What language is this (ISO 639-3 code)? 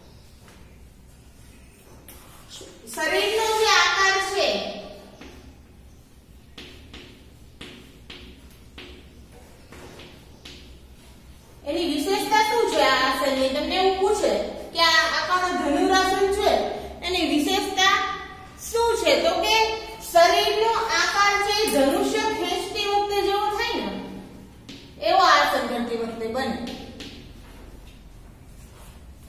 guj